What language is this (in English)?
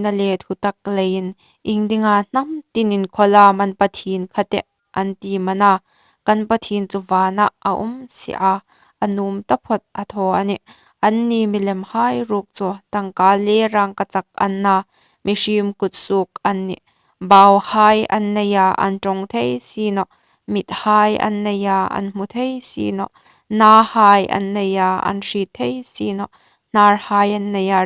Hmar